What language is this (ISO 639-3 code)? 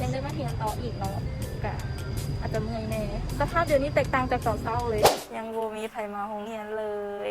lao